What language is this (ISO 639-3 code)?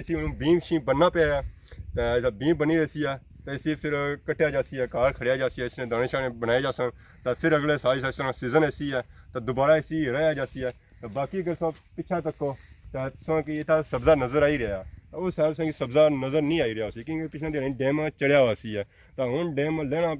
phr